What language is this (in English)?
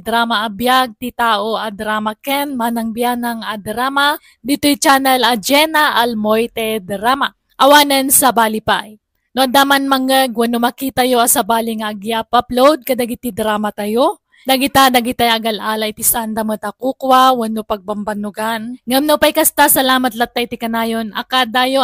Iloko